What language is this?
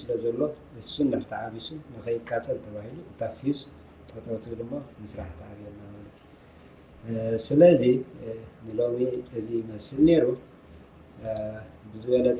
Tigrinya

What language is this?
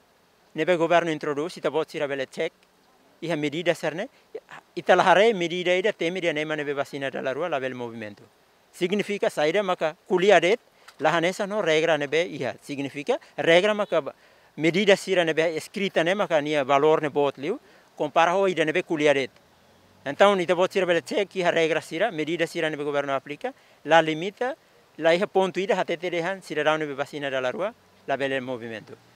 Tetum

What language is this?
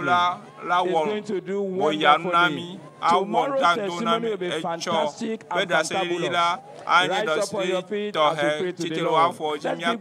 Ewe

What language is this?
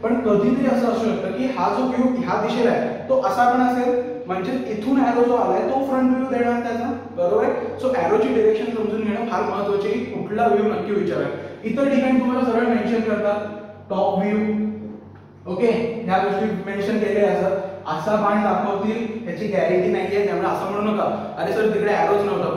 Marathi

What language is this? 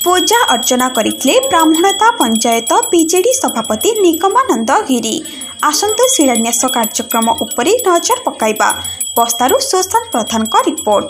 Odia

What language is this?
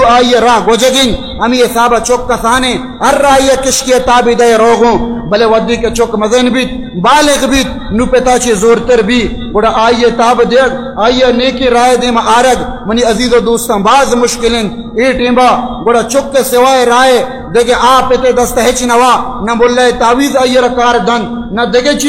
Baluchi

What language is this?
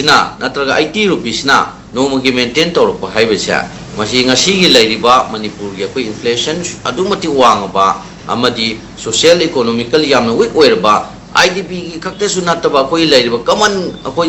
Manipuri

